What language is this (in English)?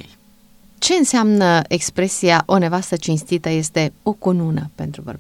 Romanian